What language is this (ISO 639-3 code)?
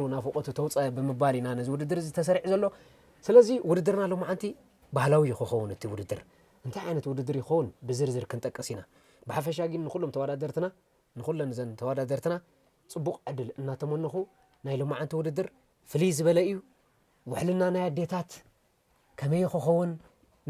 tir